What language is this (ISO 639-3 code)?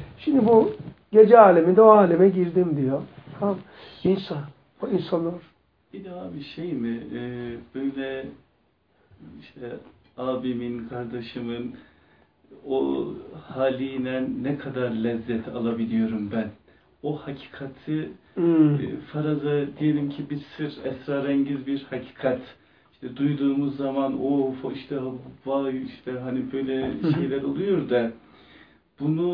tur